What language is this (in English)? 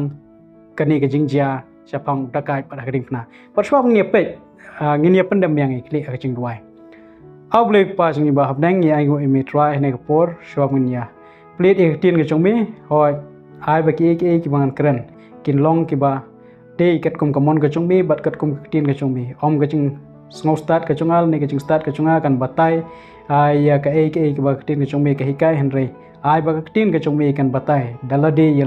Khasi